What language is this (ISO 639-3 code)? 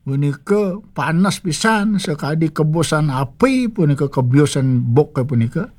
ban